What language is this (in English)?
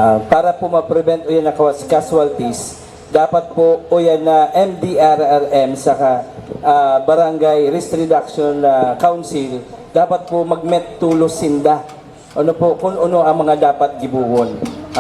Bikol